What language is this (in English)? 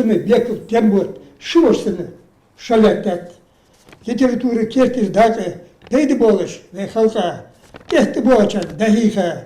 Ingush